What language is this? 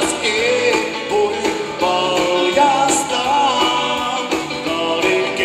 Finnish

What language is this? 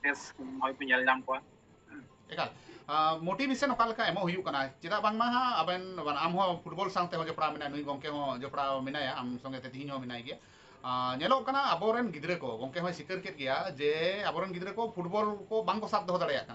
Santali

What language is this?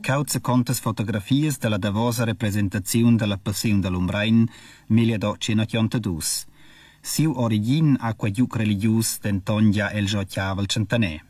Romansh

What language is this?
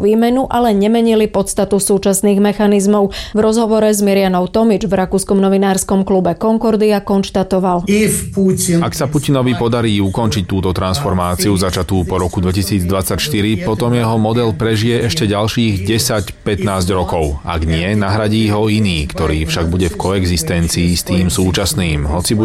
Slovak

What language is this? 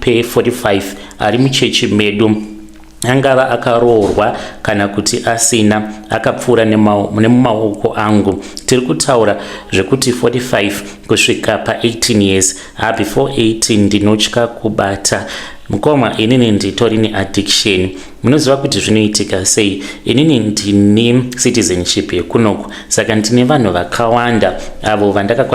Shona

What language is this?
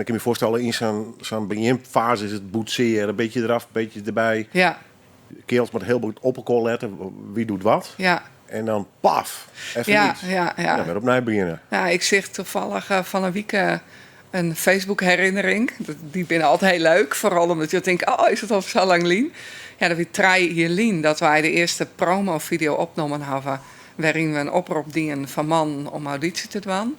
Western Frisian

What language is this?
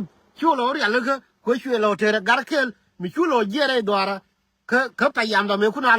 Nuer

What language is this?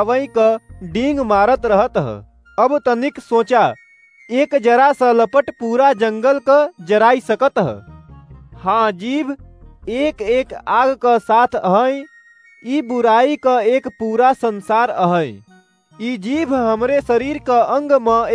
Awadhi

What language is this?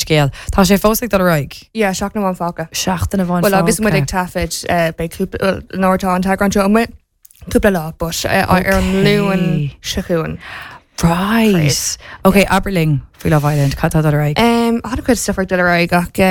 Irish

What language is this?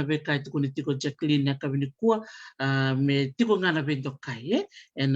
Fijian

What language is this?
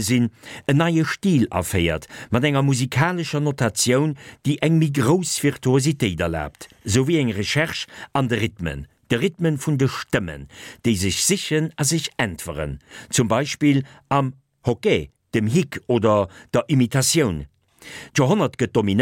Luxembourgish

